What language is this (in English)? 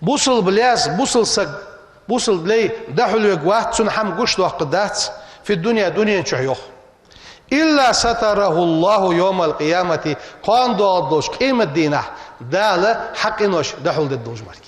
Ingush